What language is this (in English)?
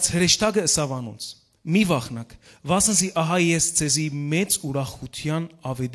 Western Armenian